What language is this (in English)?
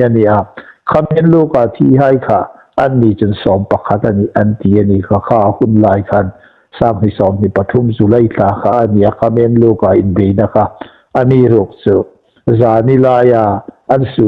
Hmar